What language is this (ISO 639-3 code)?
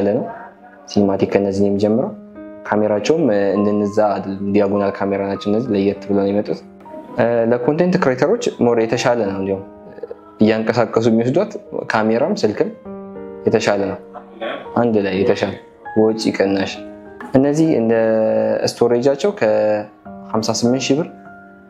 amh